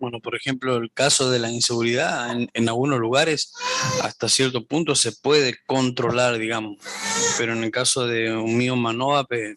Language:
Guarani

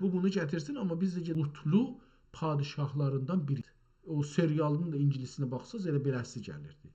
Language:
South Azerbaijani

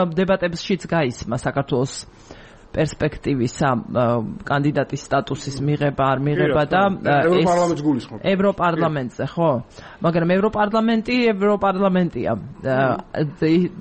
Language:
Georgian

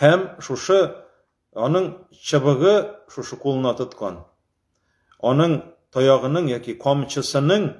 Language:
Tatar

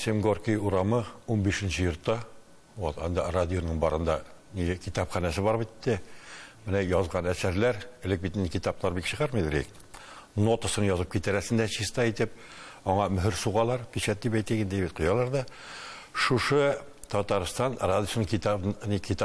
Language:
Tatar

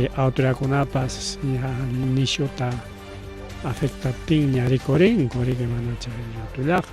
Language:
Ayacucho Quechua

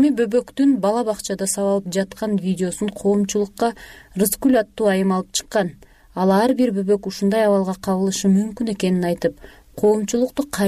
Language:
Kyrgyz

